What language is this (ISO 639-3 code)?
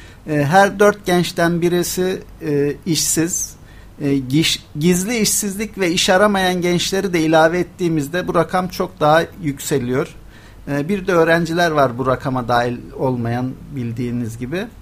tur